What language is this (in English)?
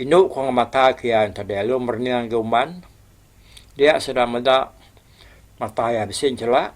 Iban